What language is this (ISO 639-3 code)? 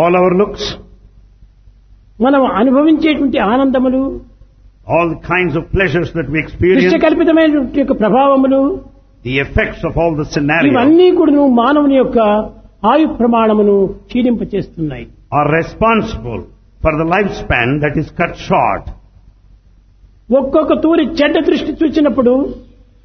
tel